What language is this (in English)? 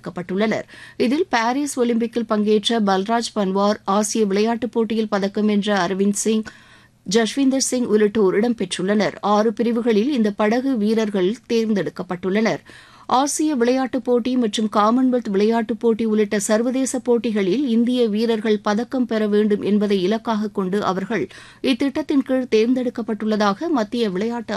Tamil